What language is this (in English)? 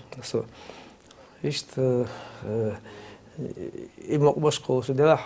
Chechen